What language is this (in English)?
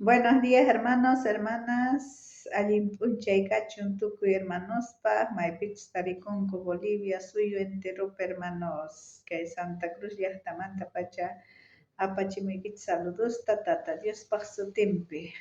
South Bolivian Quechua